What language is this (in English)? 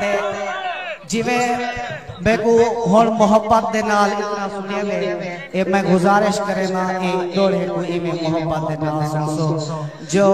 Saraiki